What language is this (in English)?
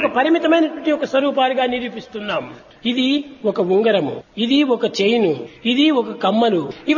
Telugu